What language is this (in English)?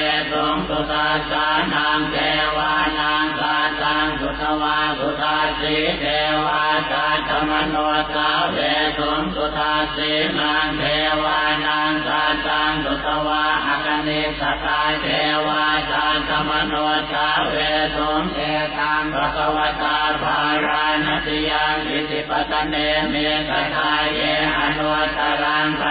Pali